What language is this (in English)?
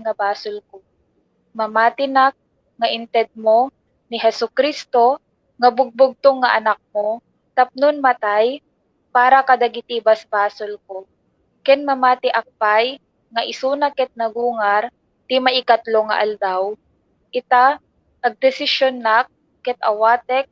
Iloko